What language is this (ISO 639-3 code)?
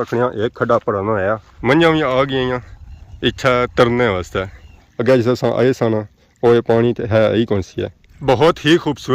phr